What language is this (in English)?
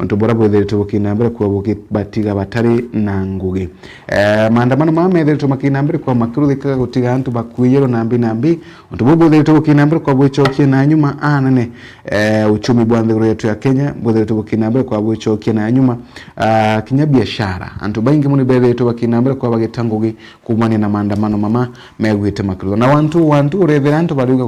Meru